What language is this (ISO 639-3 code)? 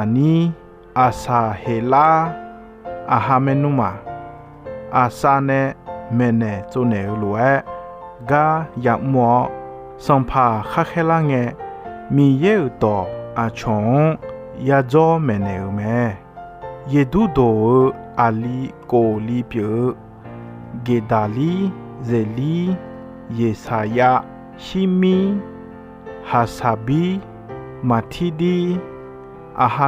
ahk